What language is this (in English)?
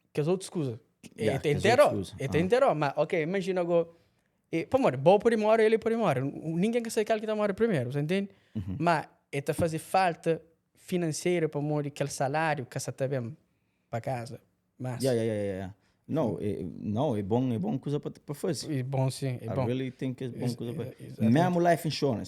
Kabuverdianu